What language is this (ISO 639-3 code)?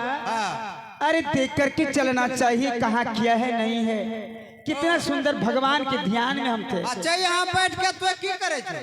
mai